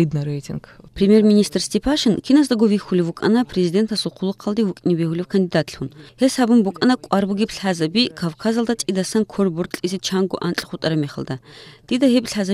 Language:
Avaric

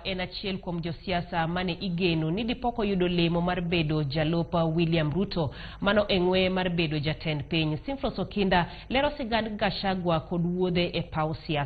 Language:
Luo (Kenya and Tanzania)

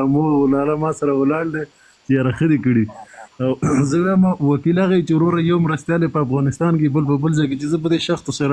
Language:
Pashto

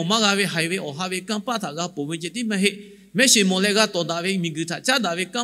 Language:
Lahu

